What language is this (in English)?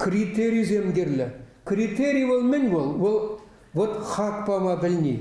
Chuvash